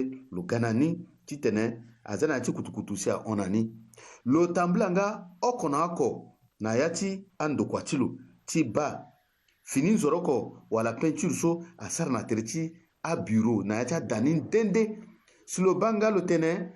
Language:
Sango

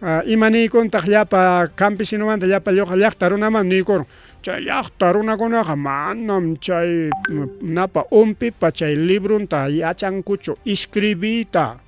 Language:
Ayacucho Quechua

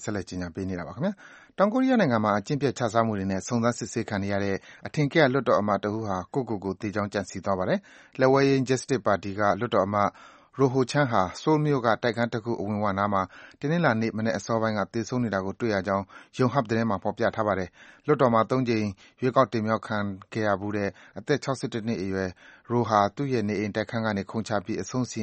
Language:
Burmese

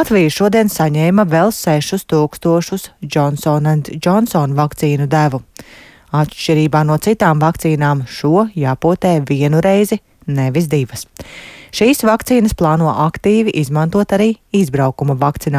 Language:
Latvian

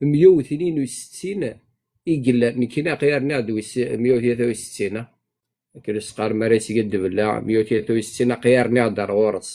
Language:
Kabyle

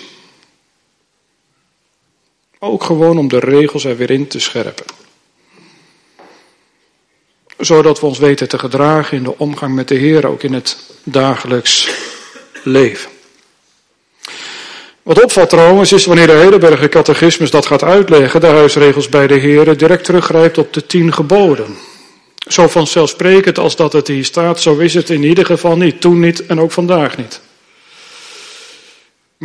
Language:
Dutch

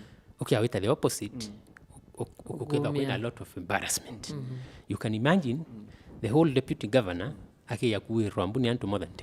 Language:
Meru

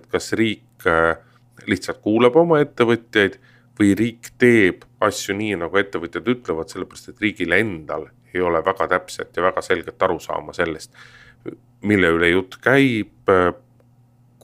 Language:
Estonian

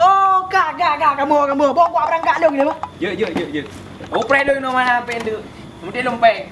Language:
Achinese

